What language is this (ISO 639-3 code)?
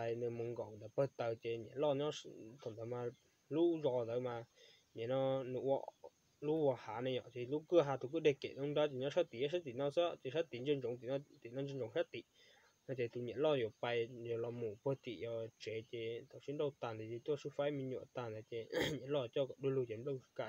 hmn